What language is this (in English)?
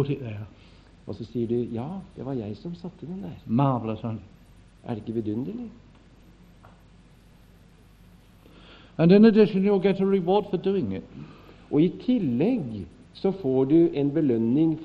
Norwegian